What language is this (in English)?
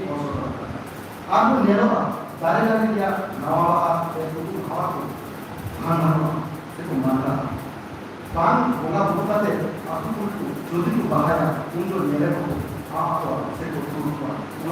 Santali